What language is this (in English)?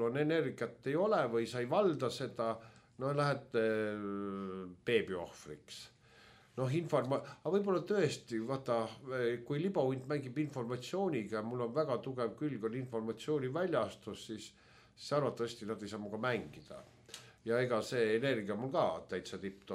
Estonian